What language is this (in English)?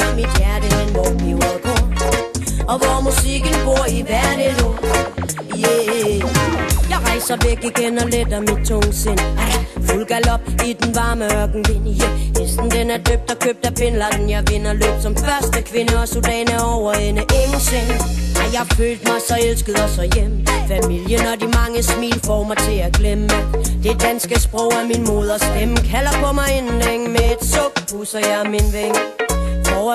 Danish